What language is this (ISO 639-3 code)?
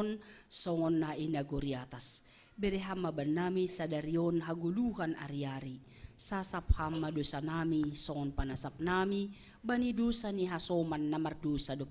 bts